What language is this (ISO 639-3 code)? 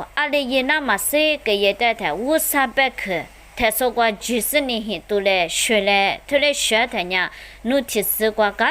lis